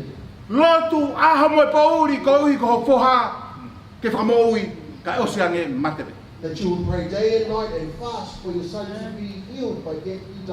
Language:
Tongan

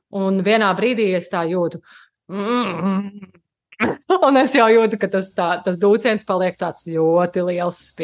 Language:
Latvian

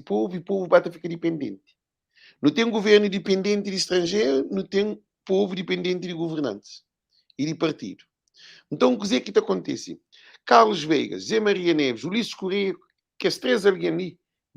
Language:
Kabuverdianu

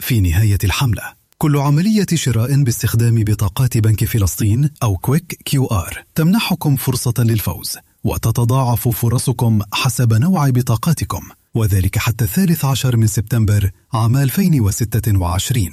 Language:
North Levantine Arabic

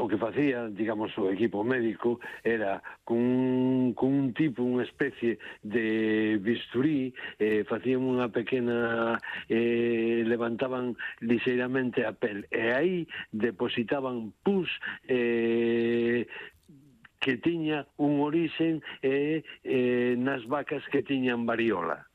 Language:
Galician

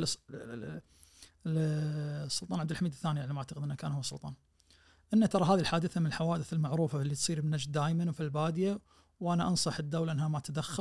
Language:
Najdi Arabic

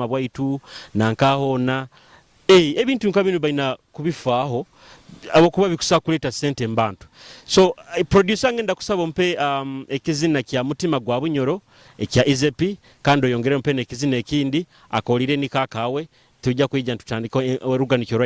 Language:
Nyoro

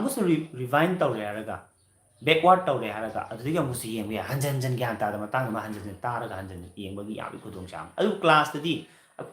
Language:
Manipuri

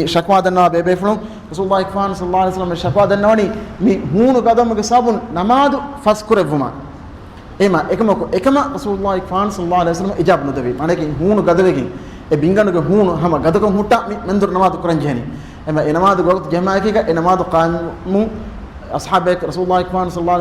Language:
Divehi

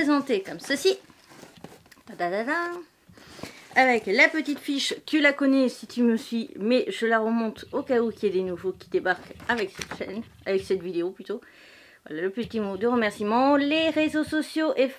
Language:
French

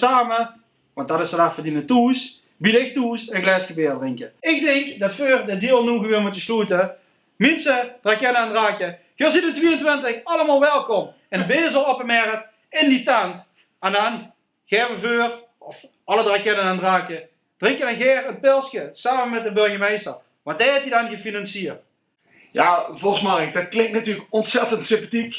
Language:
Limburgish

